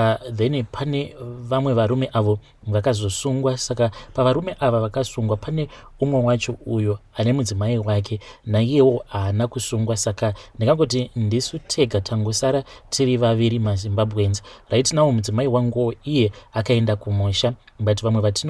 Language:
Shona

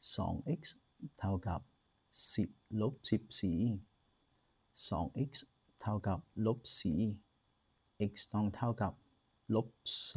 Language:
Lao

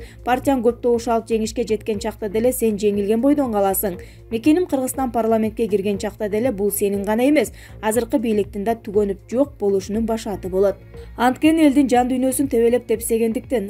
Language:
Kyrgyz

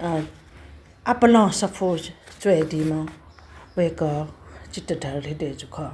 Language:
Newari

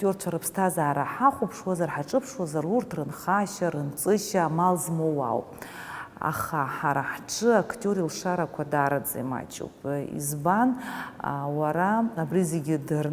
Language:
Abkhazian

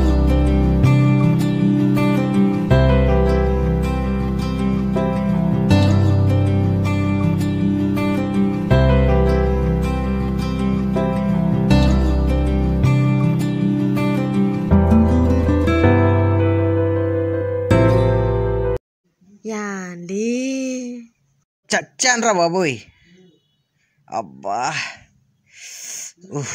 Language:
Telugu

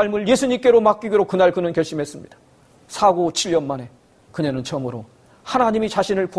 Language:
Korean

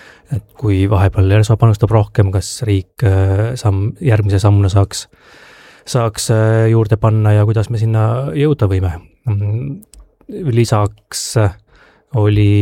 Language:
Estonian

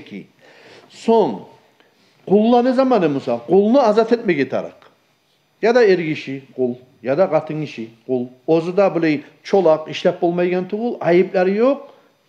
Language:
Kumyk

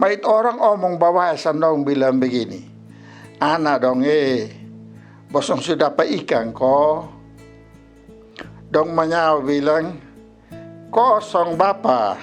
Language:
Kupang Malay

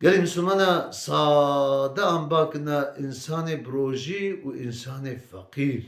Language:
Kurdish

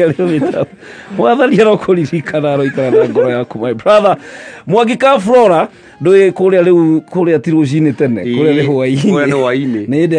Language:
Kikuyu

